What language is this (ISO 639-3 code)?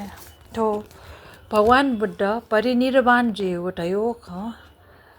new